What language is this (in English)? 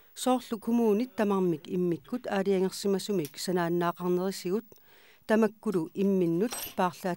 Kalaallisut